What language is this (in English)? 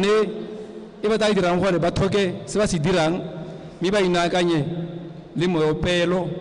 Tswana